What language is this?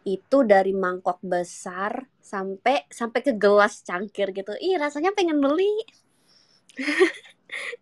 Indonesian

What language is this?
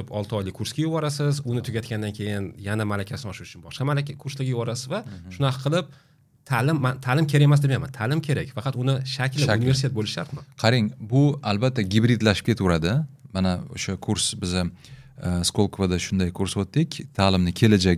Uzbek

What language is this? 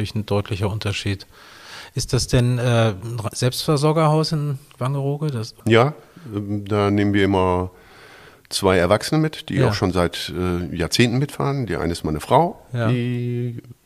German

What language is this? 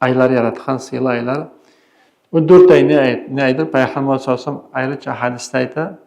Kumyk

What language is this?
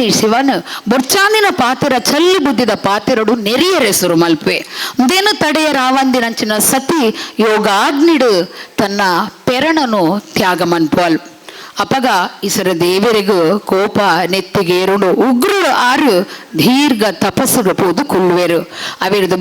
Tulu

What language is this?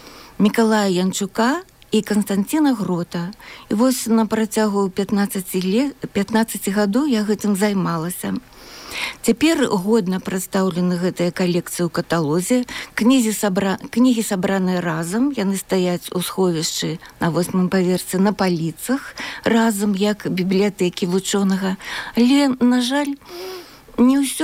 Belarusian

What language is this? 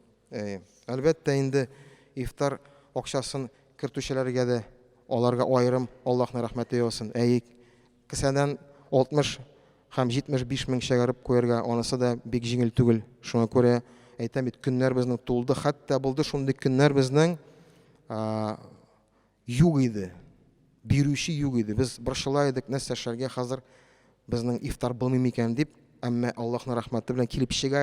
Tatar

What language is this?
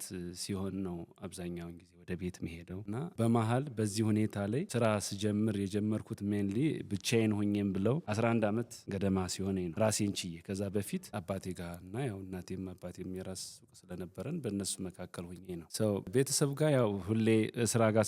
Amharic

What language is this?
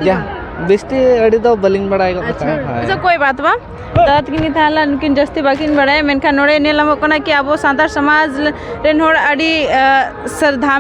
Santali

